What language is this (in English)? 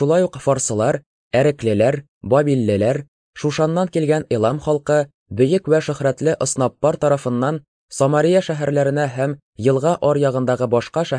Tatar